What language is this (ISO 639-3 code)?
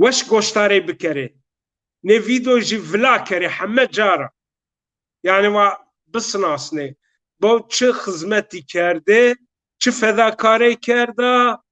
zza